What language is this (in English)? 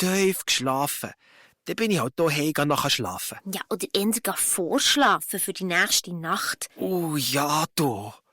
Swiss German